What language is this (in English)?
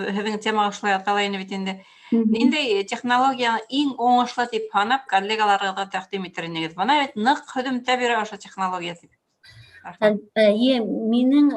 Bashkir